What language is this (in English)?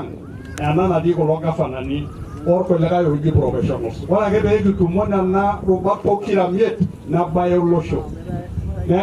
Masai